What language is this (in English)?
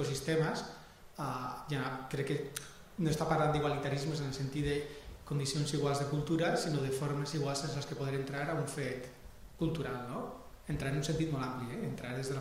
Catalan